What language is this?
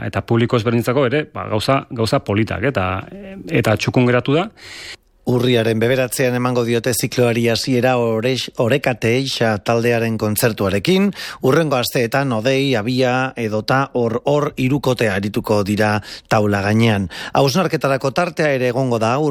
Basque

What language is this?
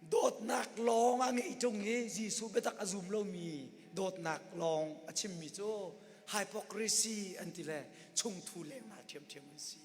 Hakha Chin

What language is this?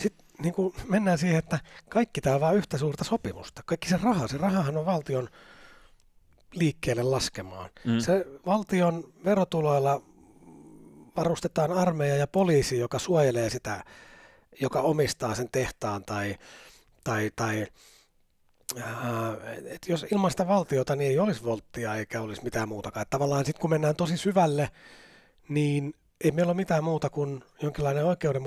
Finnish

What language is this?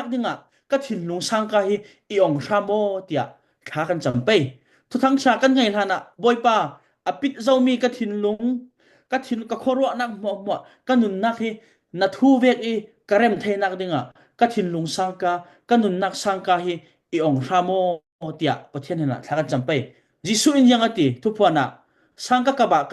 Falam Chin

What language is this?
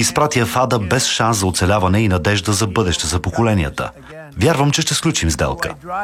Bulgarian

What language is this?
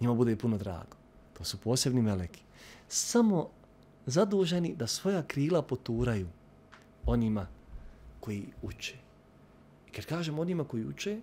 Bosnian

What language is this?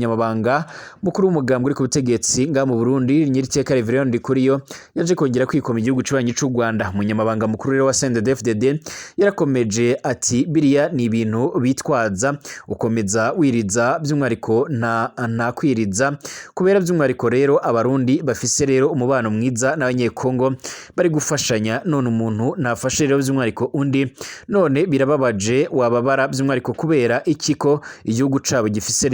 Rundi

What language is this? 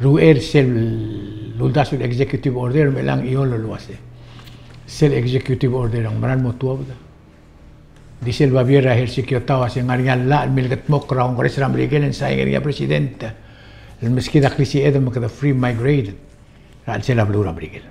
Palauan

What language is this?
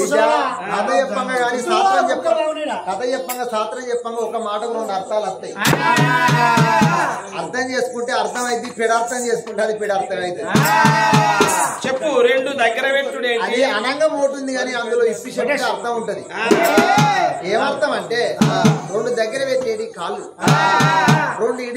Telugu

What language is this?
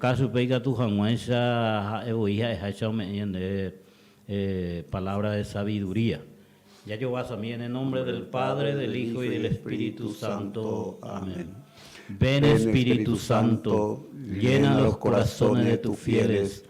Guarani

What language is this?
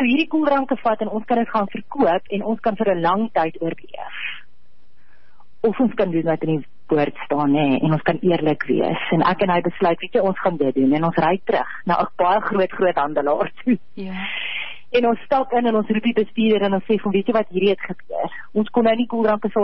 Afrikaans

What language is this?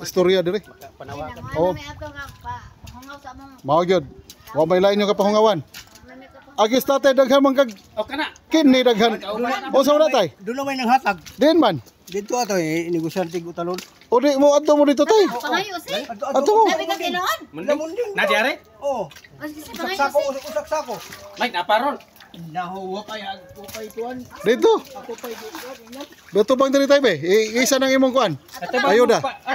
Cebuano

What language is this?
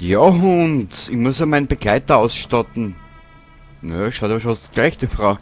Bavarian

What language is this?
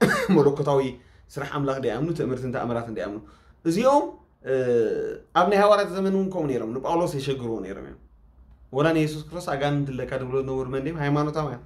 Tigrinya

